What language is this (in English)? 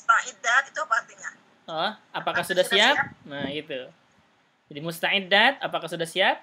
Indonesian